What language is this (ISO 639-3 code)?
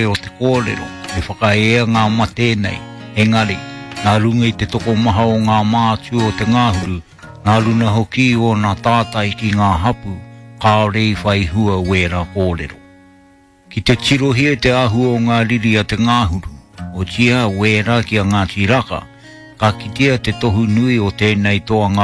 mri